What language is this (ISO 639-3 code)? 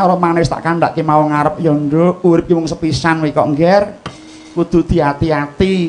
jav